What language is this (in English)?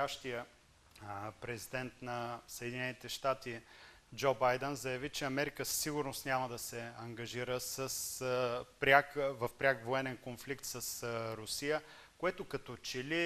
Bulgarian